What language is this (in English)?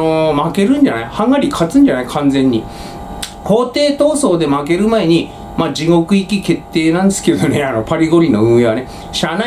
Japanese